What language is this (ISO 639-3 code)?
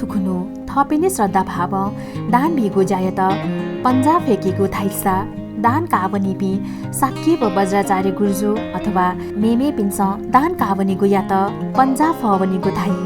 new